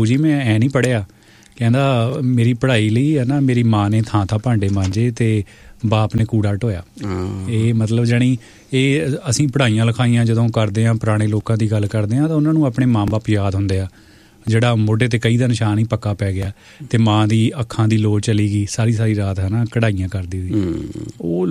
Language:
Punjabi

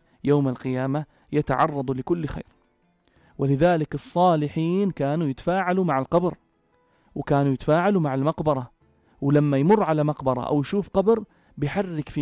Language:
North Levantine Arabic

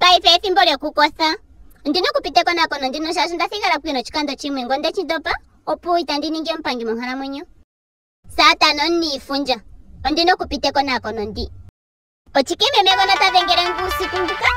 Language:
Ndonga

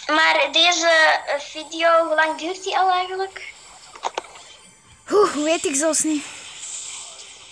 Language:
Dutch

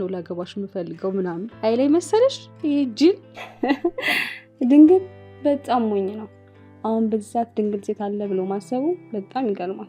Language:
Amharic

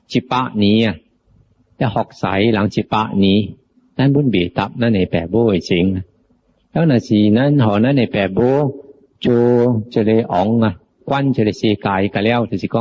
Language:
Min Nan Chinese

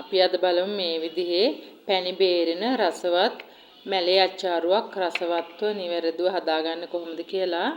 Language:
Sinhala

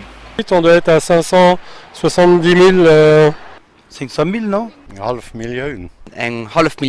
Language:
Luxembourgish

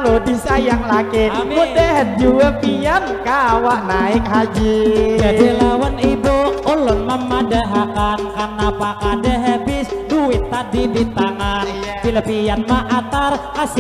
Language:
Banjar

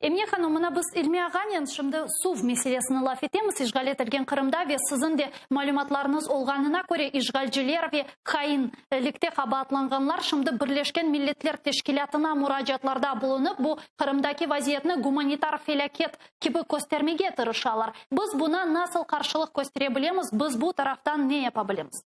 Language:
Crimean Tatar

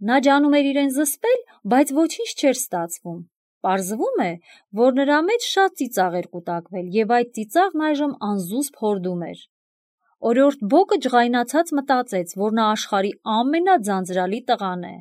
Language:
Armenian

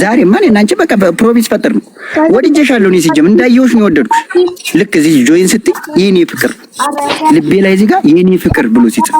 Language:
Amharic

